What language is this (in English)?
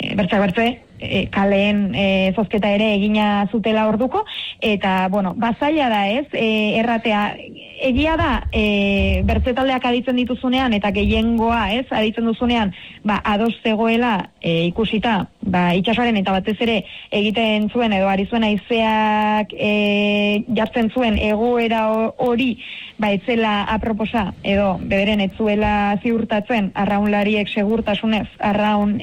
Basque